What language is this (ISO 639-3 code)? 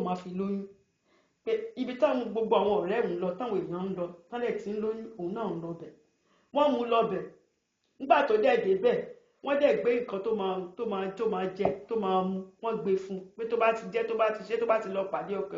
yor